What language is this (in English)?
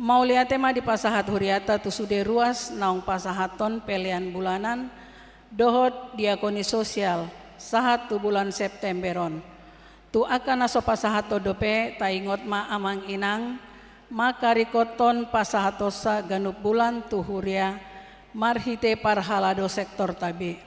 Batak Toba